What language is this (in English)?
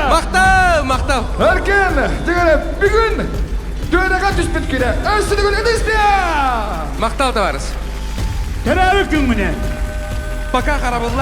Yakut